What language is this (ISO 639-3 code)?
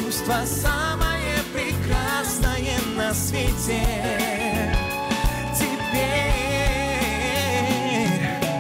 rus